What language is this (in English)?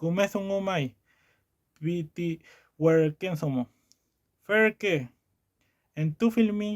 Mapuche